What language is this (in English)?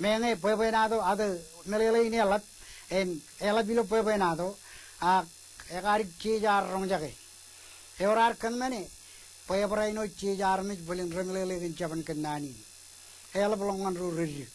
Marshallese